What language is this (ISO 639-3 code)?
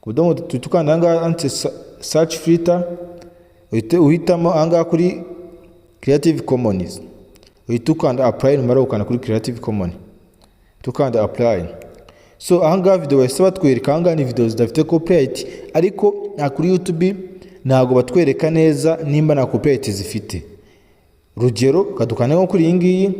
kin